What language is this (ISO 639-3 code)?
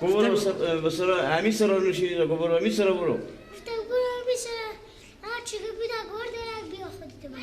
fas